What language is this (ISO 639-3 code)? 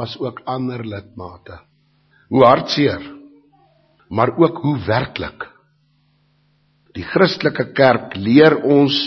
afr